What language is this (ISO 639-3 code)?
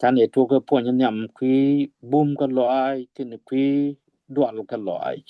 nus